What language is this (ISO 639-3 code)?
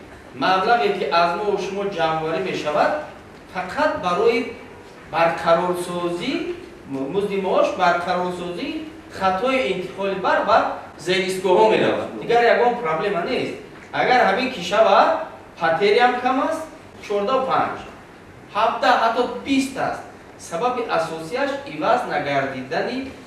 tgk